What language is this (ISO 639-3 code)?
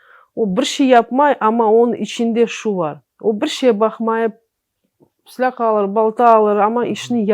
crh